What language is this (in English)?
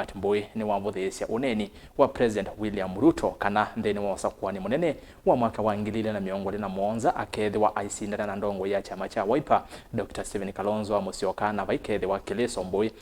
Kamba